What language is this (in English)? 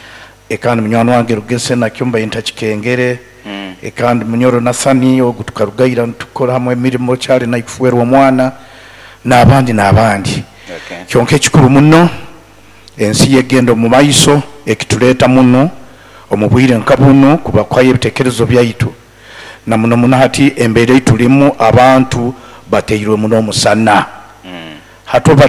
Nyoro